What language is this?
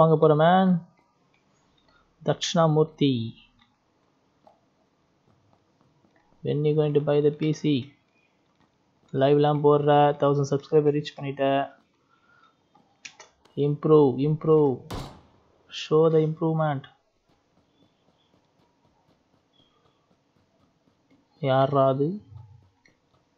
Tamil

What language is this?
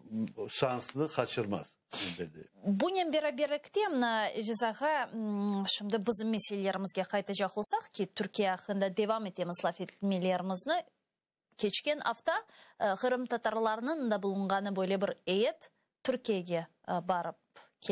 Crimean Tatar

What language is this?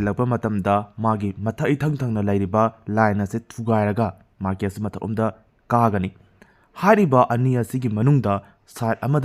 Manipuri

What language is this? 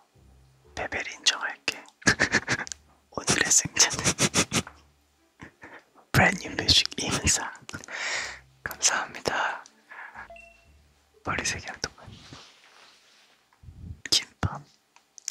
Korean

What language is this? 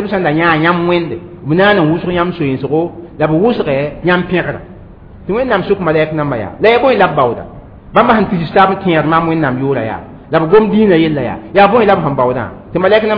Mossi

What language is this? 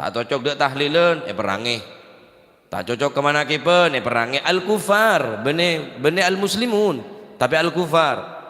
Madurese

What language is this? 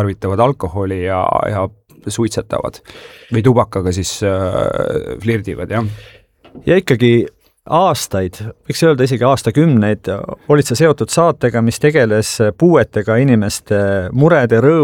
Estonian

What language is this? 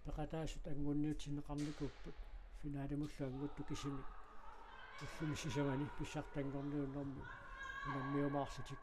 Kalaallisut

